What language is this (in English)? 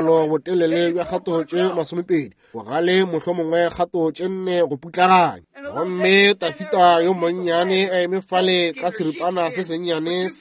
Northern Sotho